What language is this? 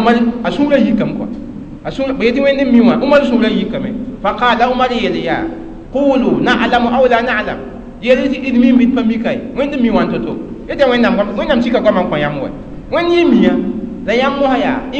Mossi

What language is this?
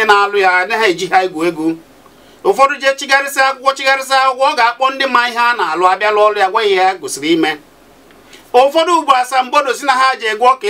Igbo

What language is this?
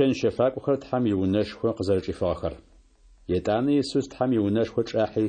Kabardian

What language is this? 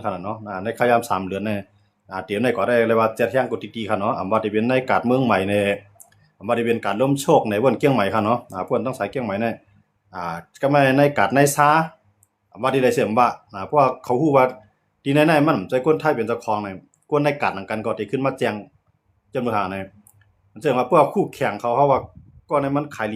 Shan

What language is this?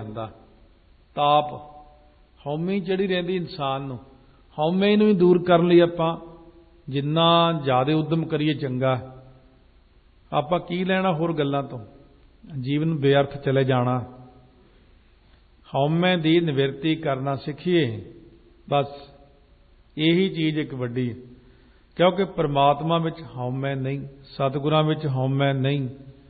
Punjabi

